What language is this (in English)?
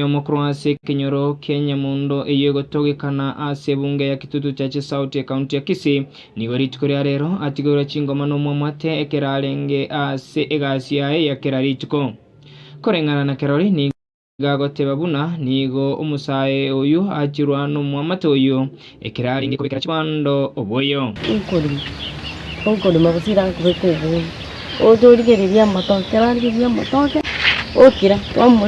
Gusii